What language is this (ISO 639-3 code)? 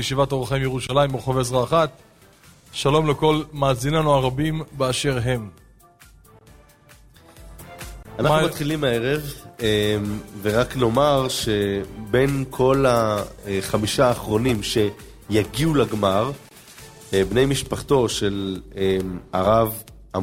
heb